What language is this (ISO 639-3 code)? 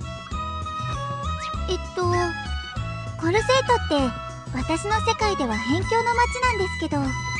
jpn